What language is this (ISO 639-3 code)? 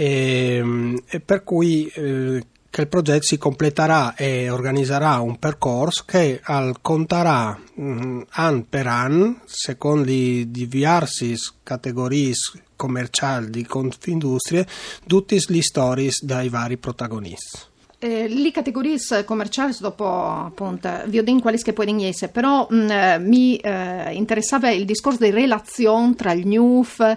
fur